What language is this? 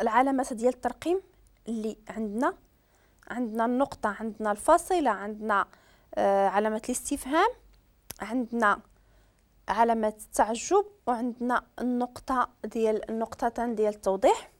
Moroccan Arabic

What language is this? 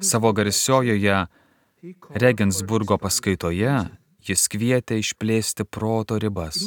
Lithuanian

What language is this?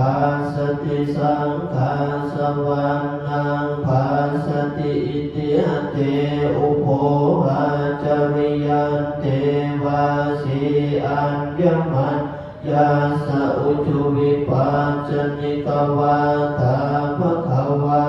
Pali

